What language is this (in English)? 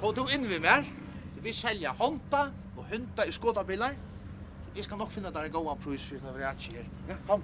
Faroese